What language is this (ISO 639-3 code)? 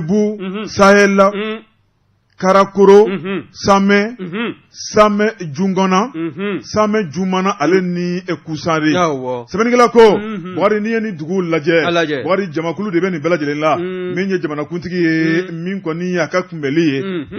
bam